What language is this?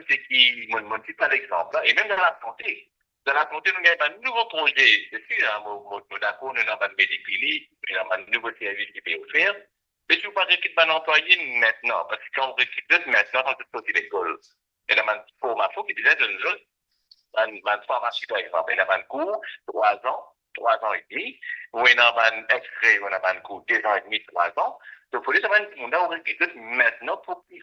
Morisyen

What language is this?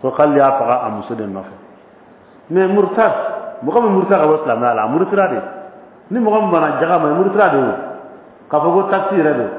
Dyula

